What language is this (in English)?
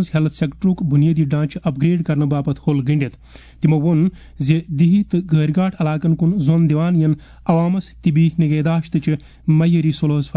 Kashmiri